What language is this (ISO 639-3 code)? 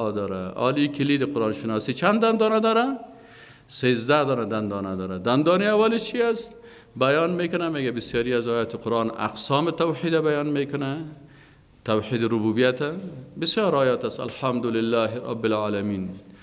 fas